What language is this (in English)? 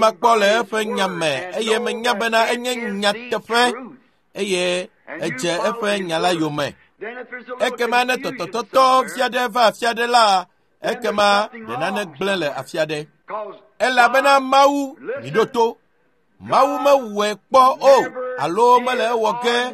Ewe